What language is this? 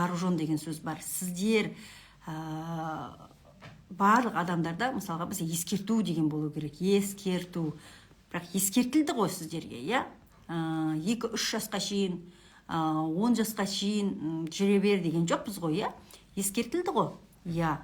Kazakh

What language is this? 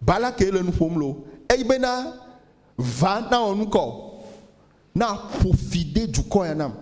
Ewe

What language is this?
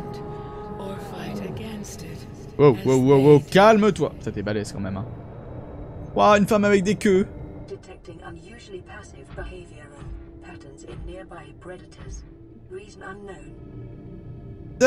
French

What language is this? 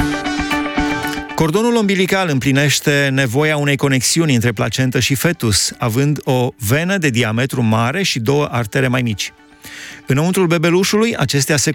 Romanian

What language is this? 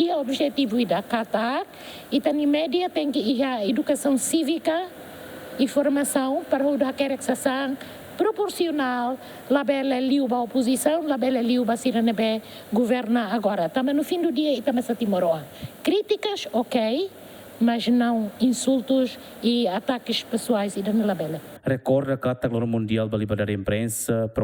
Tetum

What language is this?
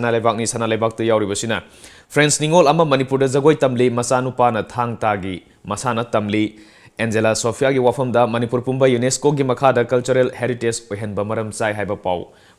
Manipuri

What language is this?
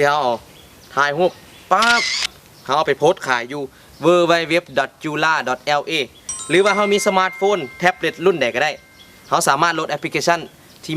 Lao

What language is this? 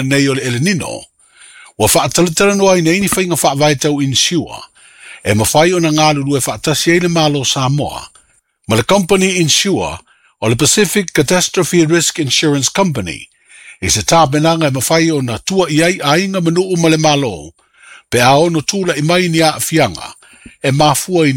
Samoan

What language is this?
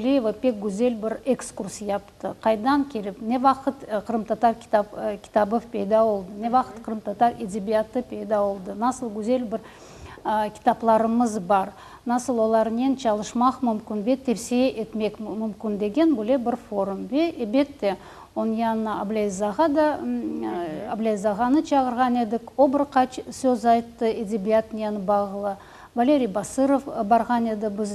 Crimean Tatar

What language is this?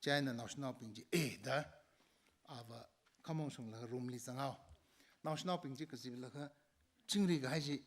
Tangkhul Naga (India)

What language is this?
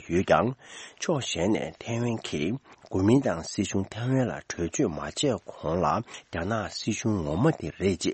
Tibetan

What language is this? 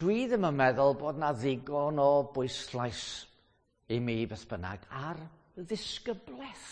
Welsh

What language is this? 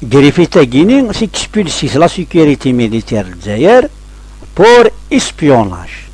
Kabyle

